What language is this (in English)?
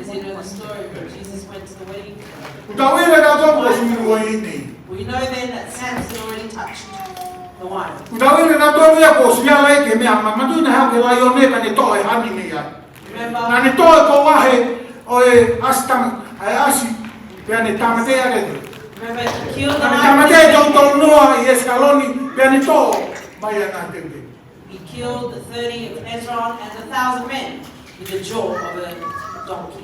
Tongan